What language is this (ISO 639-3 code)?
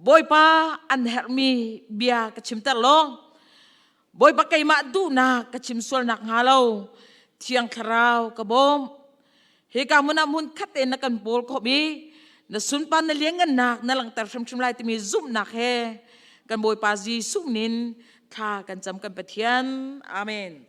cnh